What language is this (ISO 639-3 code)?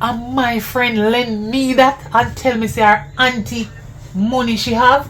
jam